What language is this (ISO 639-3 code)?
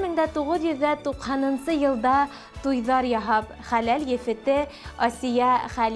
bak